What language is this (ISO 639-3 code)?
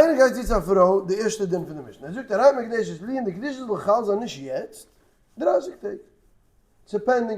yid